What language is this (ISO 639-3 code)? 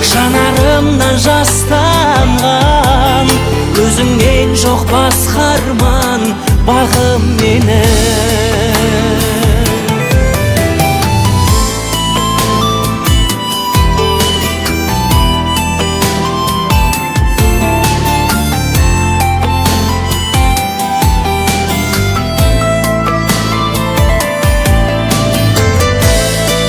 kaz